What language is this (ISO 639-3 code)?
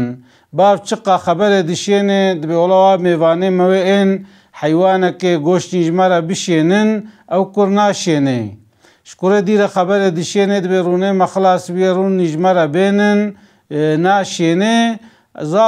kur